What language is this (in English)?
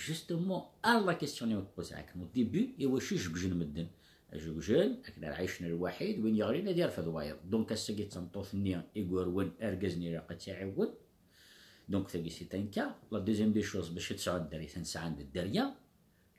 Kabyle